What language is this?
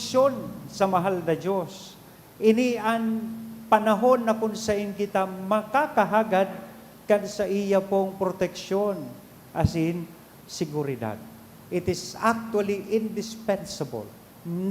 Bikol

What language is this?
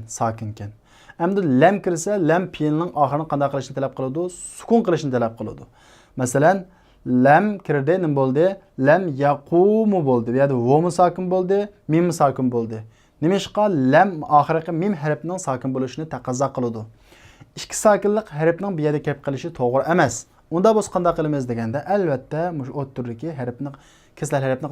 Uyghur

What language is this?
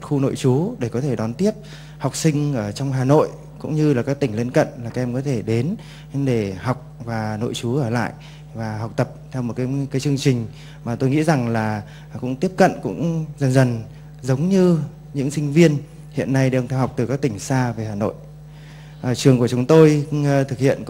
Vietnamese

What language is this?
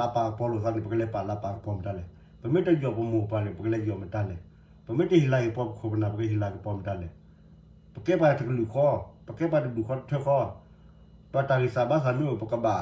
S'gaw Karen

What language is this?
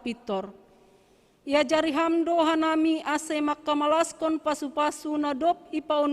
Batak Simalungun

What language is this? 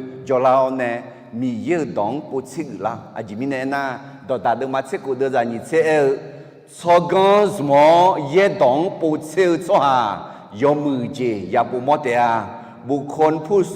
Akha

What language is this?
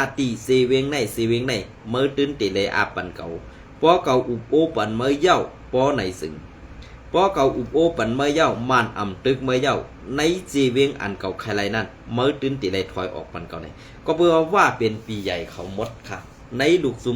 Shan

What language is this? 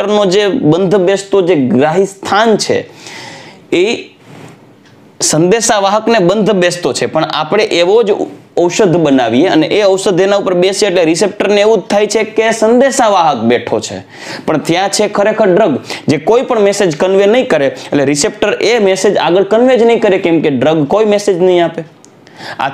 Gujarati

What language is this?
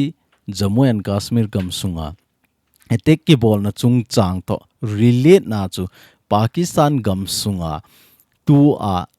Thado Chin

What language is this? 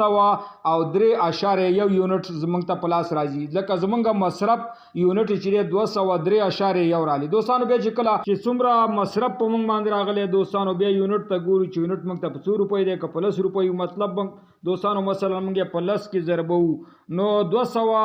Pashto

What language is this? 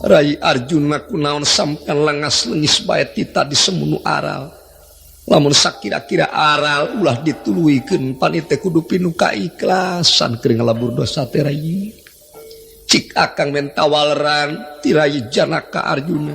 Sundanese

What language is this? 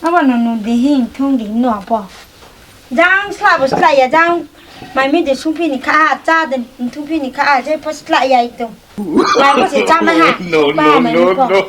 Riang (India)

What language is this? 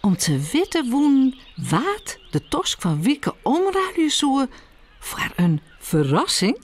Western Frisian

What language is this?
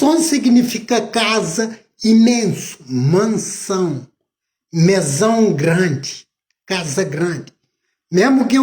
Kabuverdianu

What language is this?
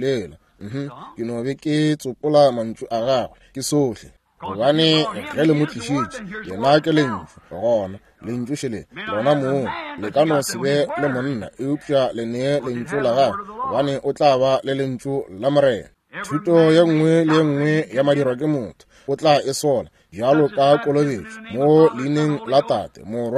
Northern Sotho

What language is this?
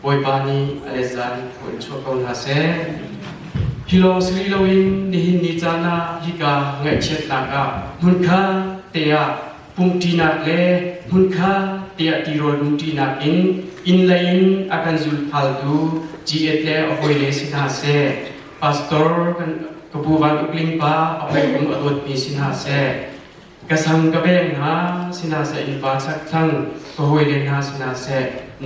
Hakha Chin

